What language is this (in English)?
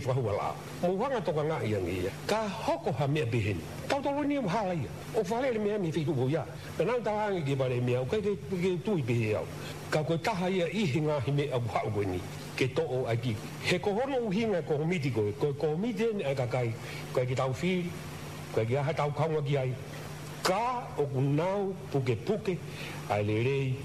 Tongan